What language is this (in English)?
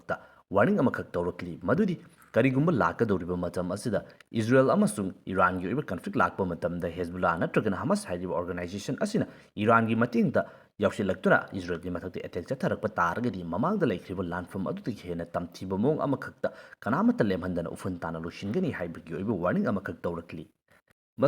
Manipuri